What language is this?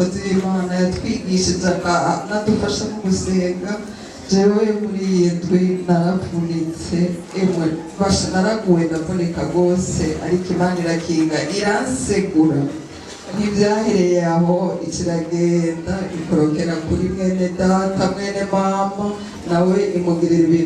Rundi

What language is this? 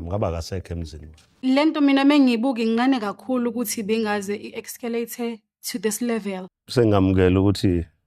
Zulu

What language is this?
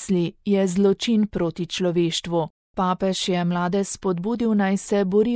Slovenian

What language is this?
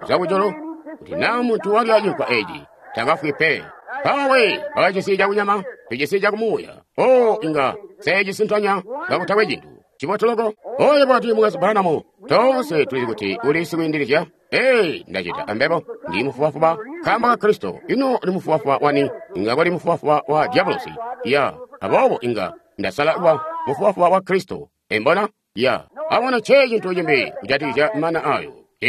Tonga (Zambia)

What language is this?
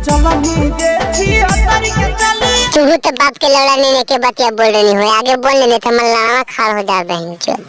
Magahi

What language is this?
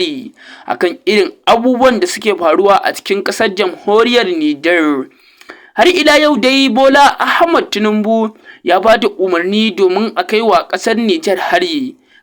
Hausa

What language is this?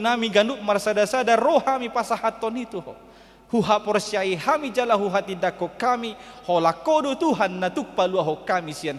Batak Toba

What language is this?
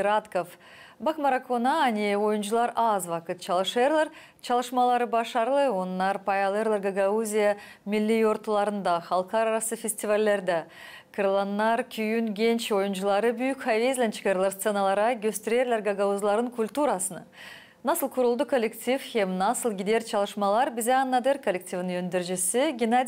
Gagauz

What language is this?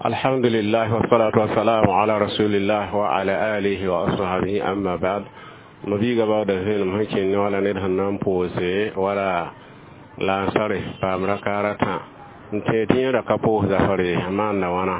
Mossi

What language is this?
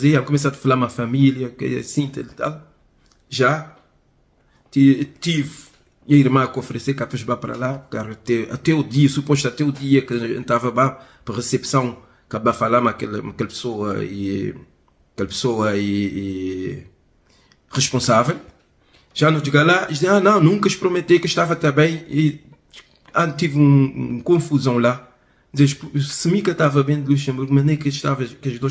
Kabuverdianu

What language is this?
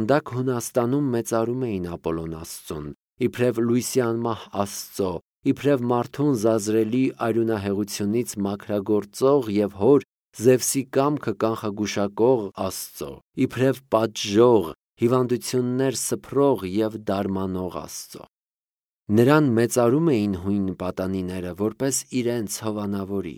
Armenian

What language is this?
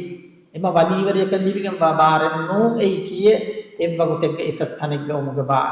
Divehi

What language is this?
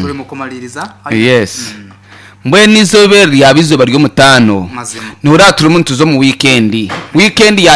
Nyankole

